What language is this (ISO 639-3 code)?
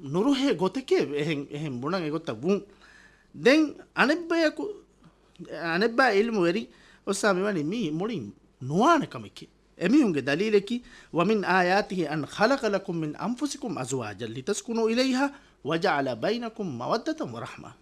div